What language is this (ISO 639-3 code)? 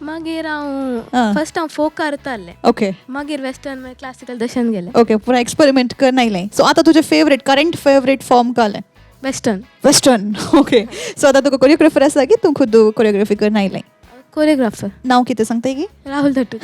kok